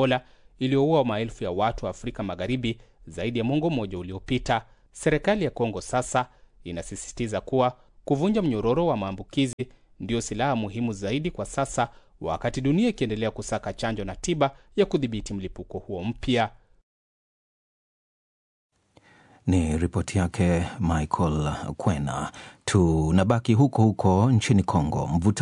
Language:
Swahili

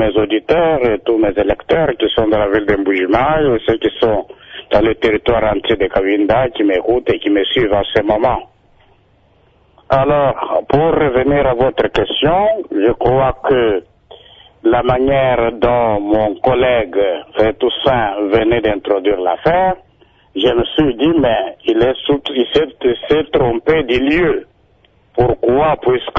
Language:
French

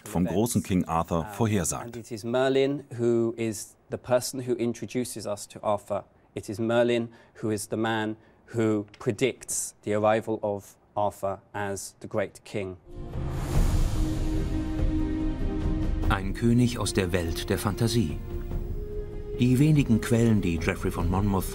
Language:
German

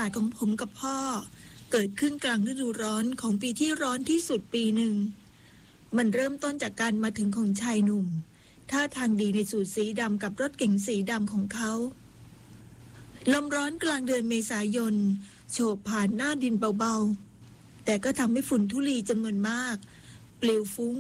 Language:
Thai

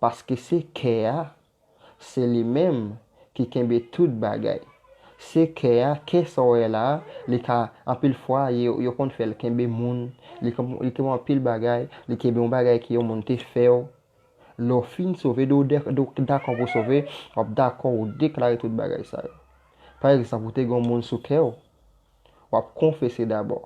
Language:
Haitian Creole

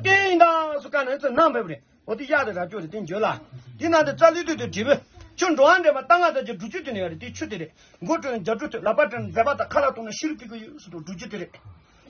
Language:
Tibetan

